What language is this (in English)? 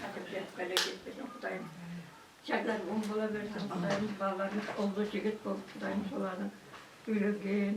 Kara-Kalpak